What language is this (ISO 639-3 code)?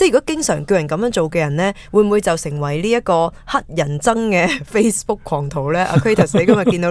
yue